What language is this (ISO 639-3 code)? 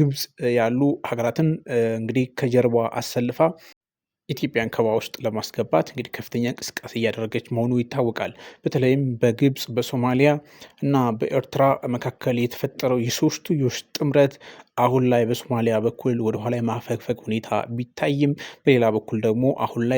amh